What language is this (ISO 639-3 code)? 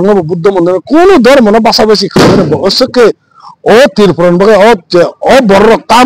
trp